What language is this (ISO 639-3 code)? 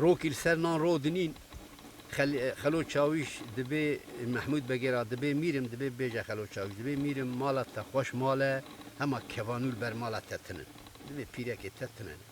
kur